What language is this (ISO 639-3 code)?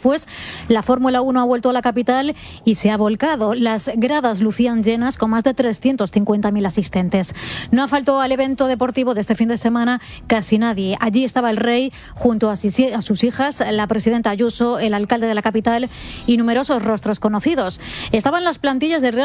spa